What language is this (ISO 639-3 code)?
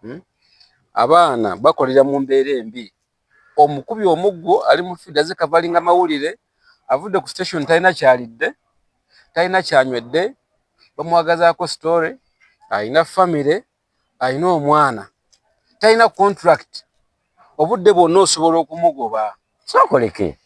lug